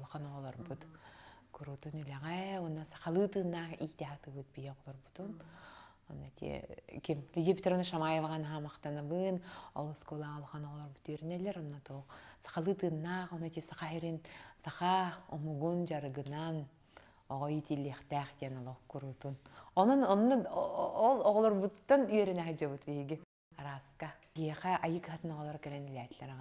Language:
Yakut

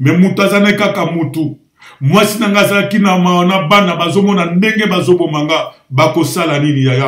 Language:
Lingala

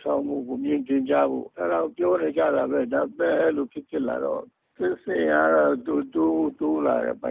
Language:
Burmese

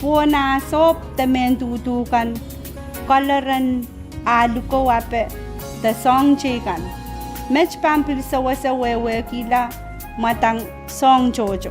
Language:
Pohnpeian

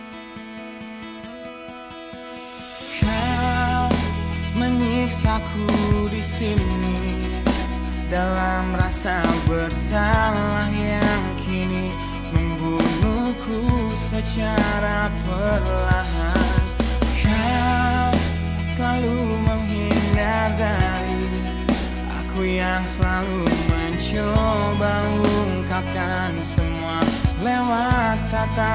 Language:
Indonesian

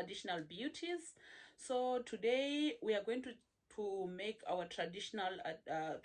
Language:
Herero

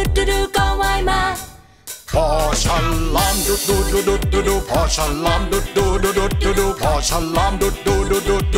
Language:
Thai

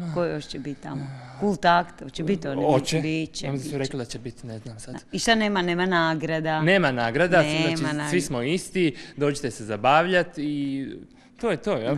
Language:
Croatian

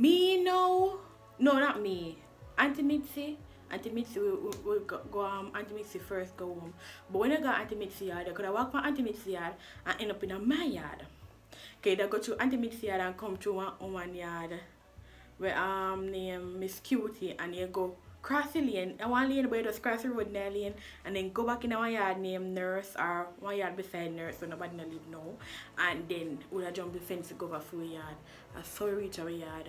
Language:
Jamaican Creole English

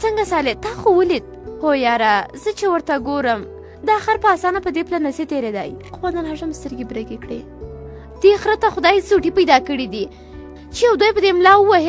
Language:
Pashto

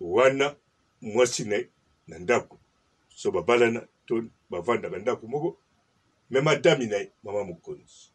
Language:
Lingala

